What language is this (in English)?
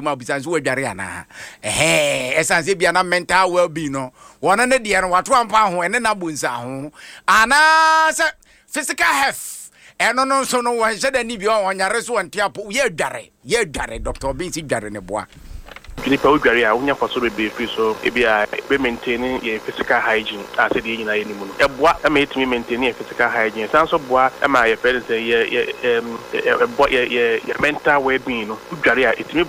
Akan